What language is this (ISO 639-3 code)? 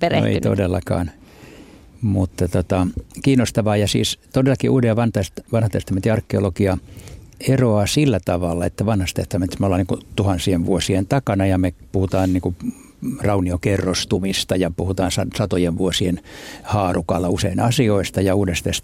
fin